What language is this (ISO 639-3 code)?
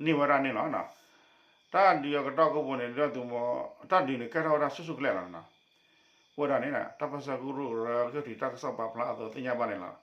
ksw